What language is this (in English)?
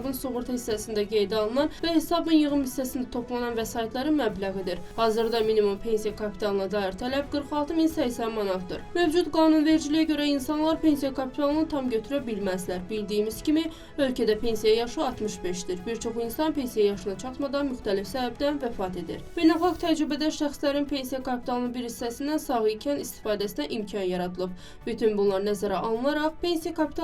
Azerbaijani